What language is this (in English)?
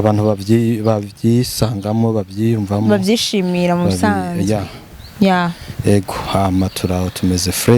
Rundi